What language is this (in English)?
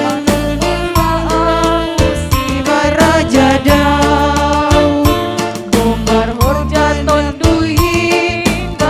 Batak Simalungun